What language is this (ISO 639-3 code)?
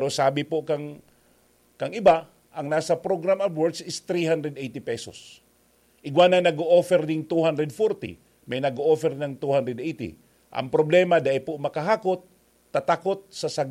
bik